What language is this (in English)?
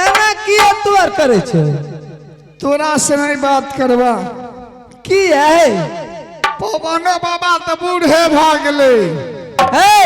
Maithili